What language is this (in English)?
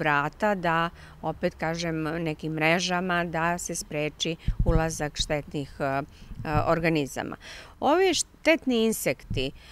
Serbian